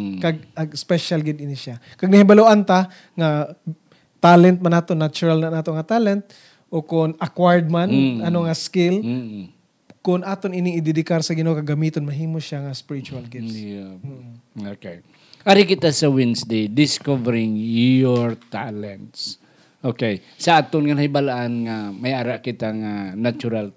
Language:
Hiligaynon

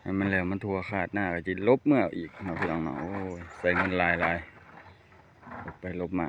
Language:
Lao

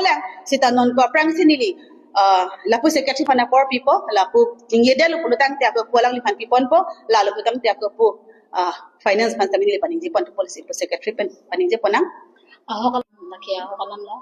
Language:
Karbi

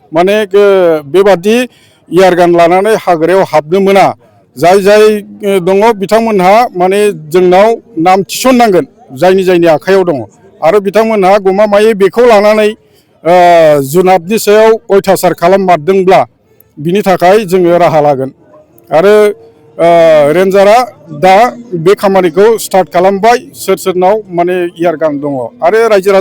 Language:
Bodo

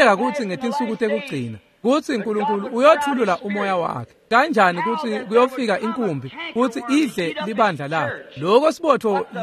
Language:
Swati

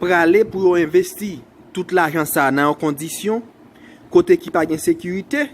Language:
Haitian Creole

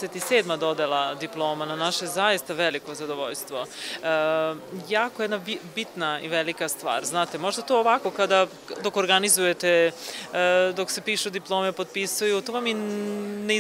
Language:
Serbian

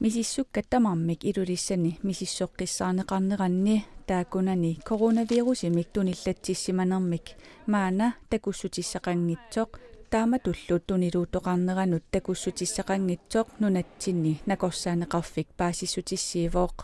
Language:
Kalaallisut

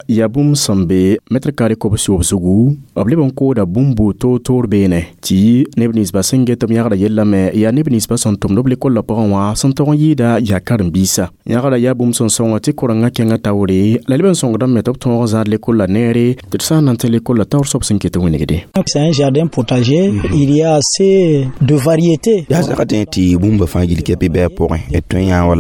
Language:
Mossi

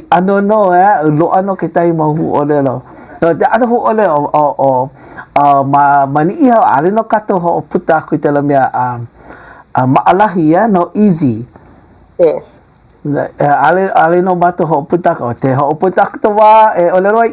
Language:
Hawaiian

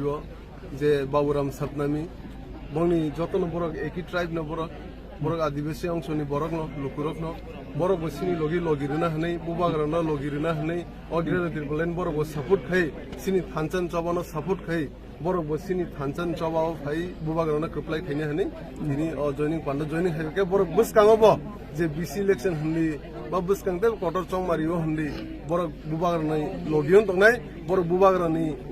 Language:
Kok Borok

